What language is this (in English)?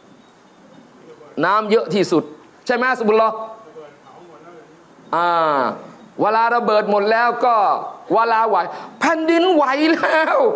Thai